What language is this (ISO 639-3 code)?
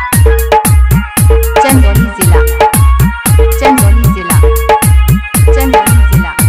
bho